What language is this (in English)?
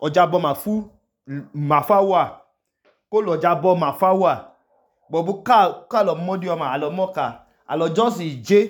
Idoma